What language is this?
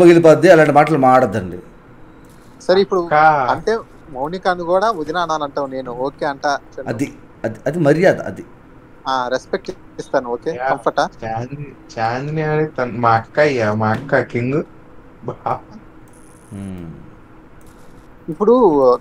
Telugu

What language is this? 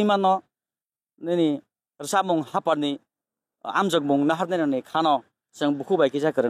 Kok Borok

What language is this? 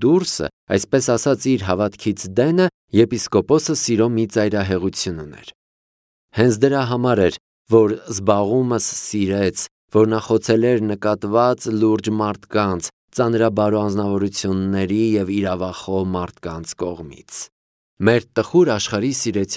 Armenian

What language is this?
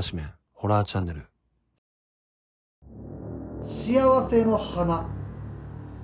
Japanese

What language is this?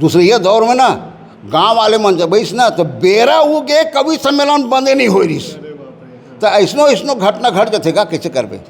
Chhattisgarhi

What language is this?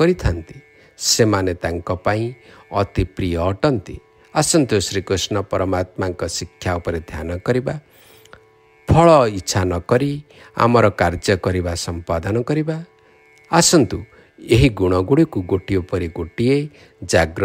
Odia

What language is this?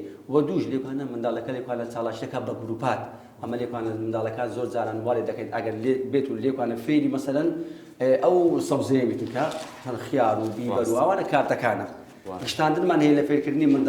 Central Kurdish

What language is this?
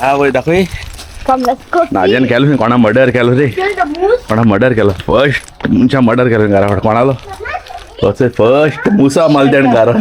Konkani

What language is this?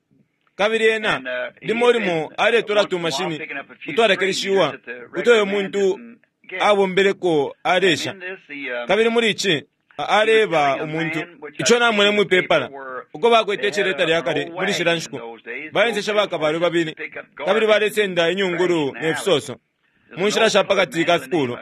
Bemba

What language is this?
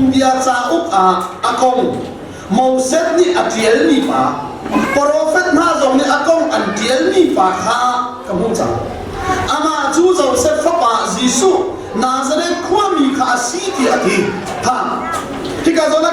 Hakha Chin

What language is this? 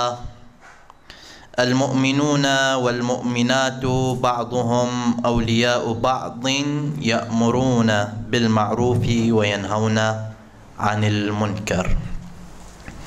Arabic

